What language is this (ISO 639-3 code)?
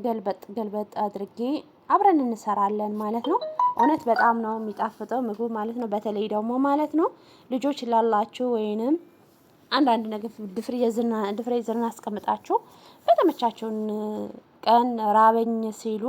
amh